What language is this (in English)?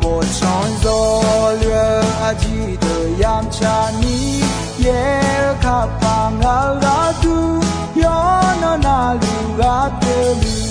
Akha